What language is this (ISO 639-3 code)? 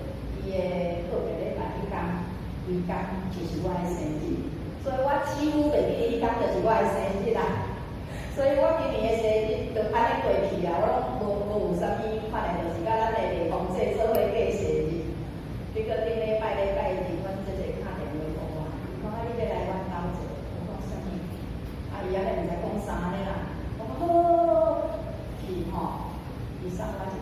nan